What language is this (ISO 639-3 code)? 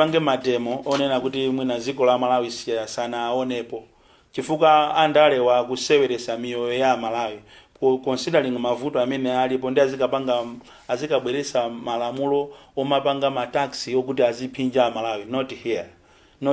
nya